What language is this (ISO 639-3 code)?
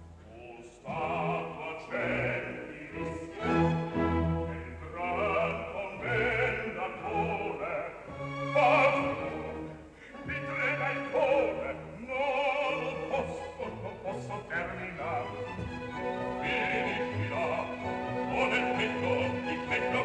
ita